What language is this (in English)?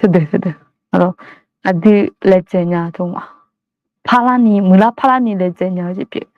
Akha